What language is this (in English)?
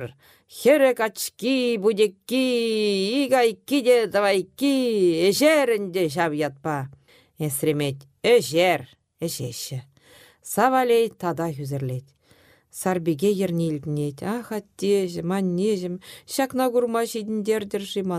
Chuvash